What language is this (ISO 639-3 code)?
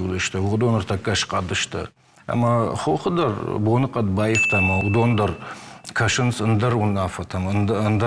oss